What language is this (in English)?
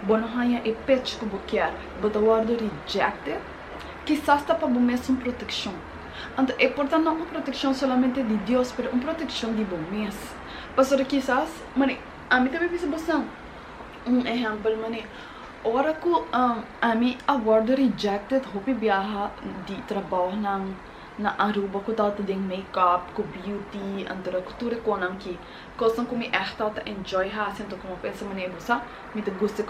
Papiamento